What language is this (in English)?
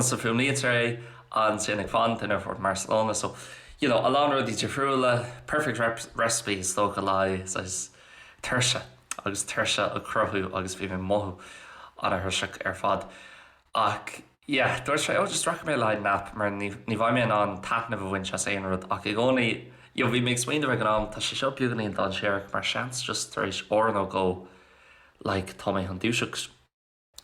Irish